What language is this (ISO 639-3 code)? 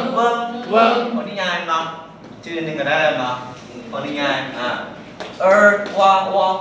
lao